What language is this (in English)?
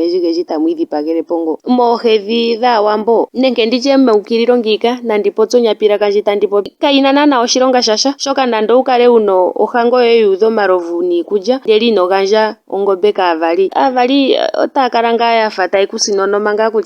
Ndonga